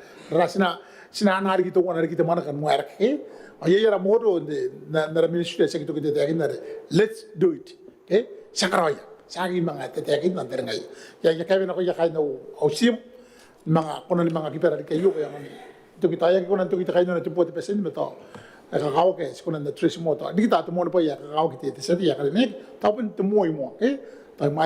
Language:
Gilbertese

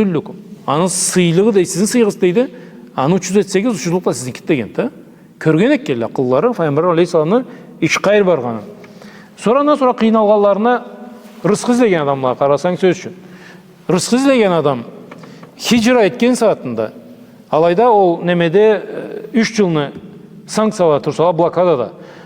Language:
Karachay-Balkar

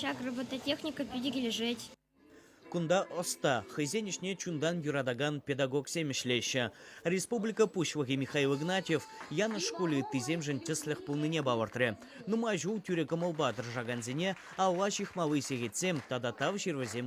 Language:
Chuvash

